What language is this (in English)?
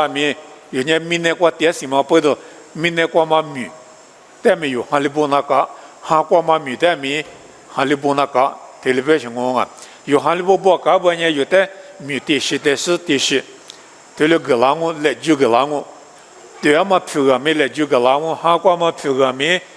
Lisu